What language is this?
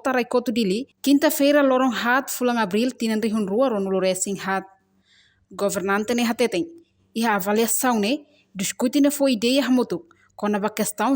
Tetum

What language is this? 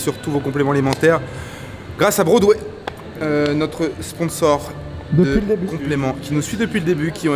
French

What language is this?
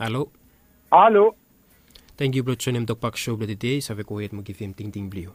Bislama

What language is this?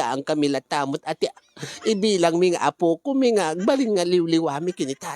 Iloko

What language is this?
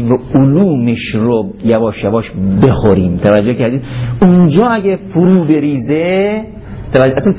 Persian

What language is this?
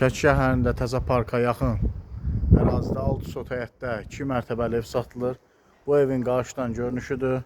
Azerbaijani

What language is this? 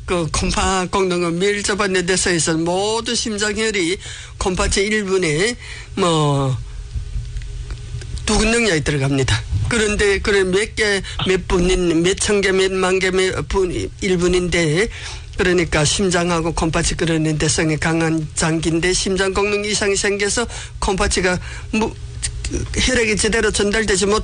Korean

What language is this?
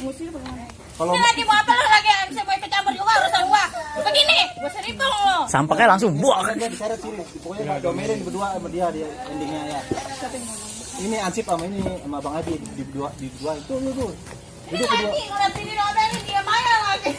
Betawi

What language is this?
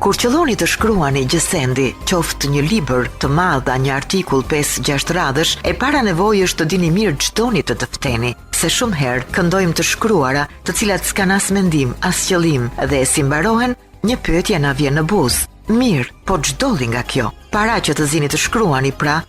Albanian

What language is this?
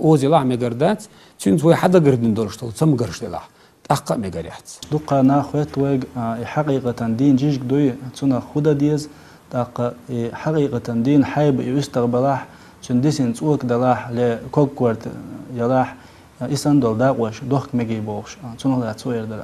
Chechen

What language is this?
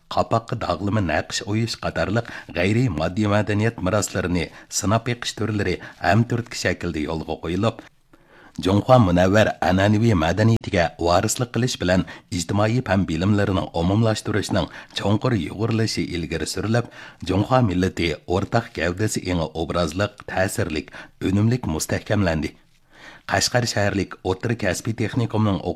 Uyghur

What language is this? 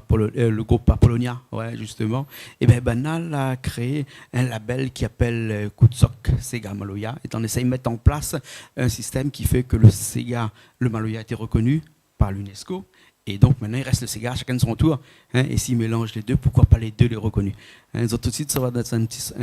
Réunion Creole French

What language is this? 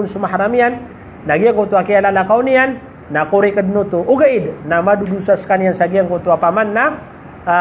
Maranao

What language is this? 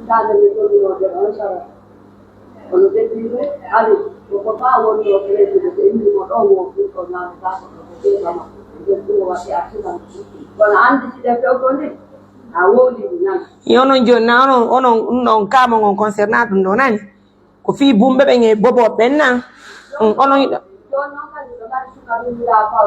Pular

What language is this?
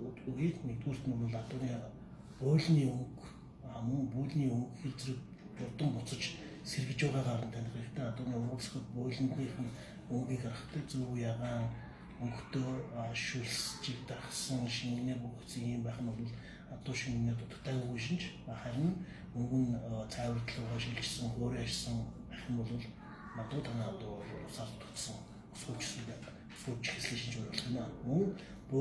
Mongolian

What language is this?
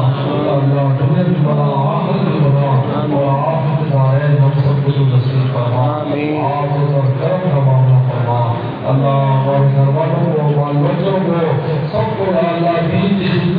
Urdu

